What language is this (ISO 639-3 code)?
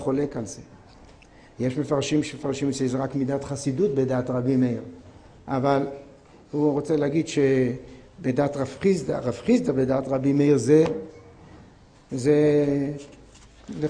heb